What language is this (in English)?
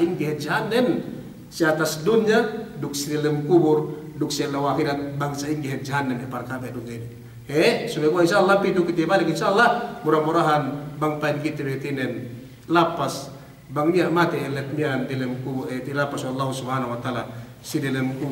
Yakan